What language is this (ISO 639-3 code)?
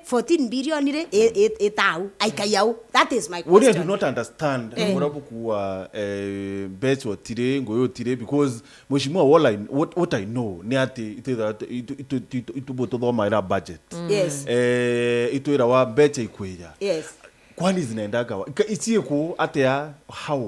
mer